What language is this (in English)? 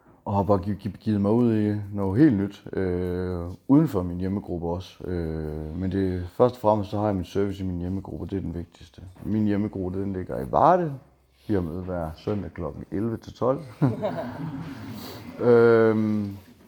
Danish